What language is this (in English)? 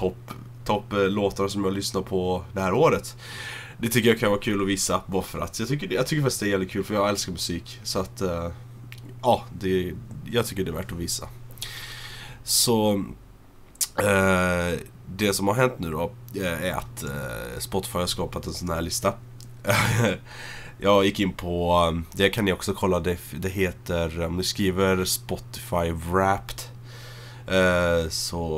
Swedish